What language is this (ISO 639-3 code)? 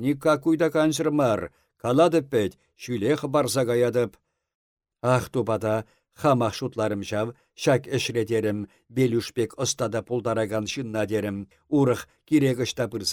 chv